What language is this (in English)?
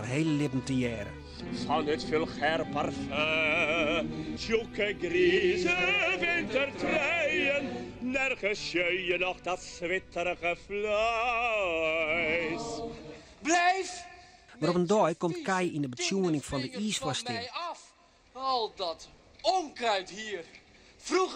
Western Frisian